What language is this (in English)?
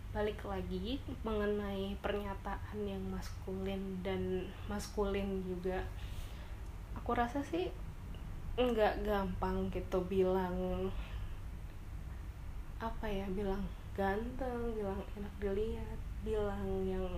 Indonesian